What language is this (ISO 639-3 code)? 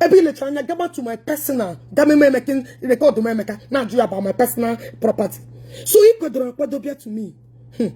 ibo